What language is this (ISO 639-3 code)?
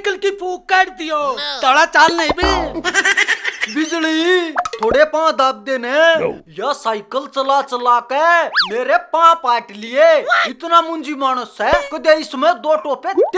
bgc